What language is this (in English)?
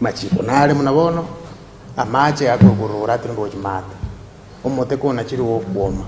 Gusii